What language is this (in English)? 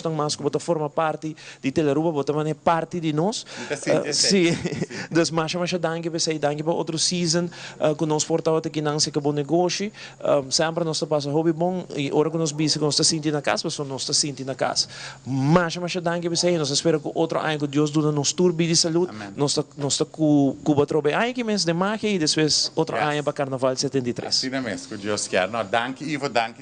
Papiamento